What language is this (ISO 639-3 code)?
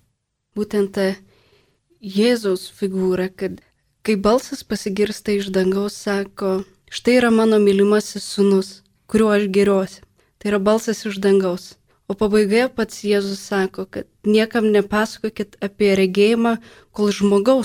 lit